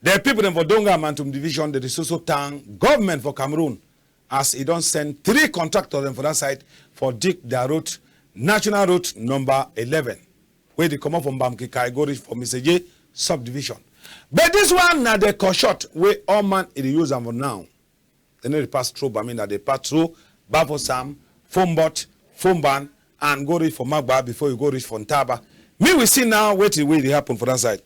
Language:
Cameroon Pidgin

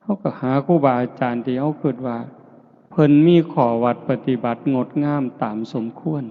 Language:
Northeastern Thai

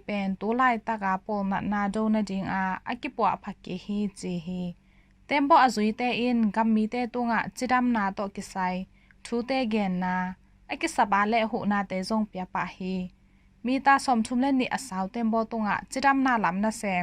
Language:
Tedim Chin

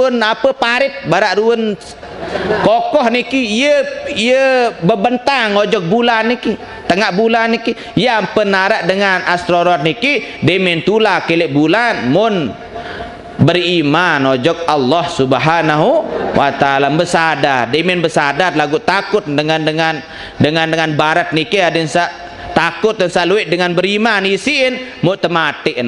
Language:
Sasak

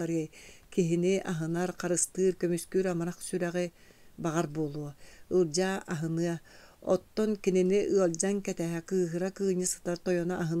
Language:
Yakut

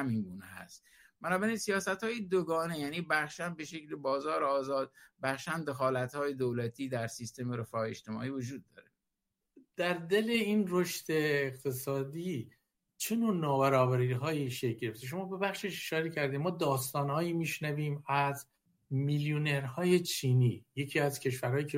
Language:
Persian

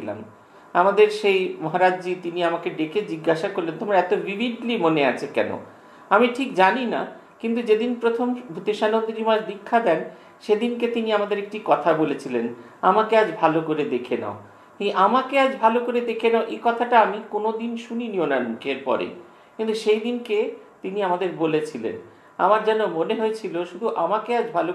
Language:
Bangla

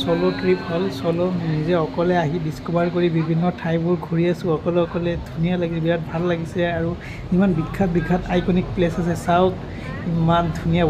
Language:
Assamese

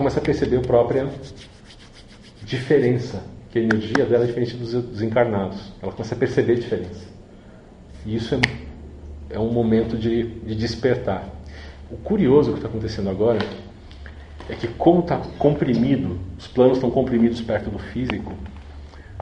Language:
Portuguese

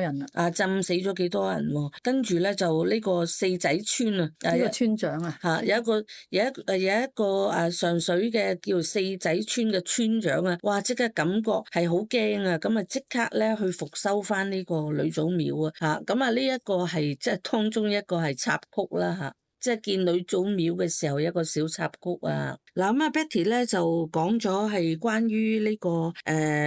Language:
Cantonese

